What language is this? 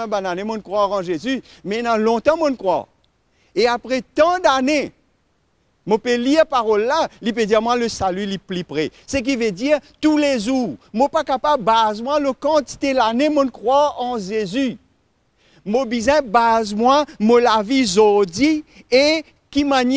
Morisyen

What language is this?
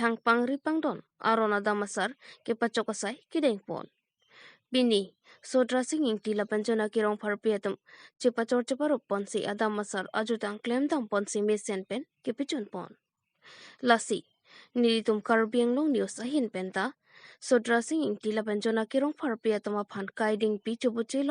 Karbi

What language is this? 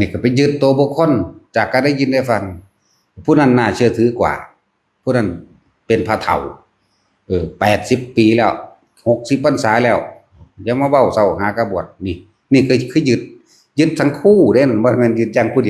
Northeastern Thai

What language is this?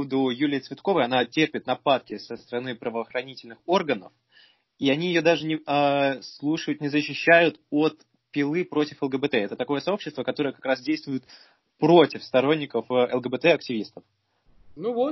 Russian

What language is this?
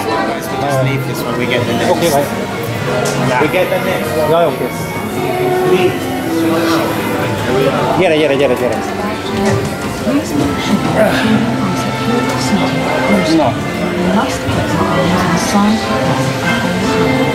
Hungarian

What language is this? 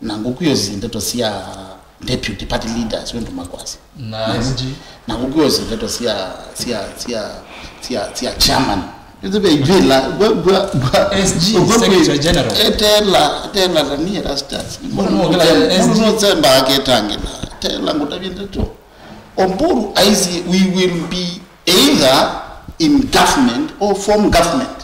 Kamba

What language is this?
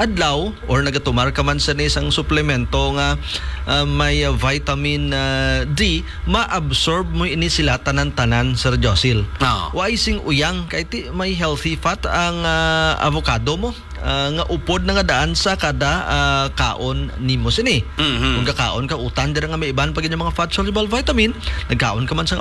Hiligaynon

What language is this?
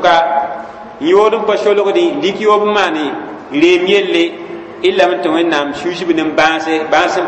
Mossi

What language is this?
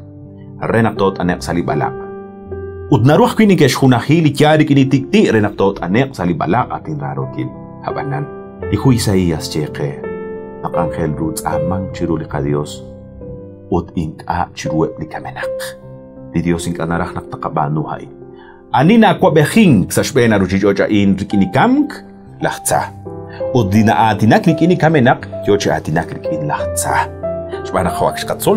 Kekchí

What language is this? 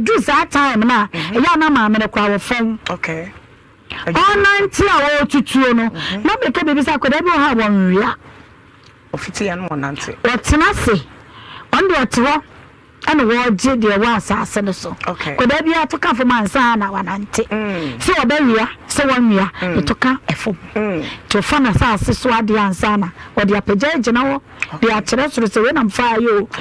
Akan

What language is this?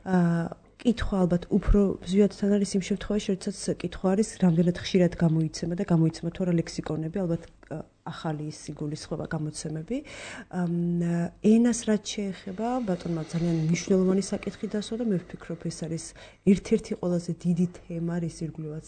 Georgian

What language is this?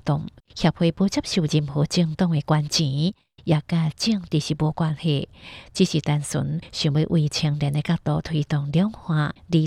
Hakka Chinese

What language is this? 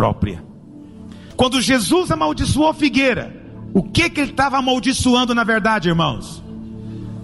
Portuguese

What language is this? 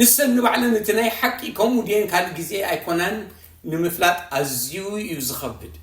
Tigrinya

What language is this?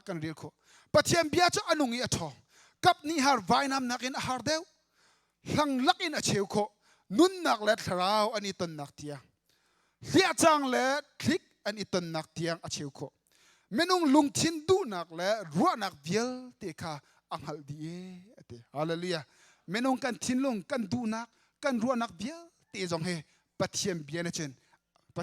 Hakha Chin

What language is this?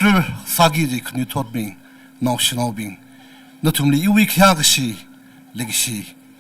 Tangkhul Naga (India)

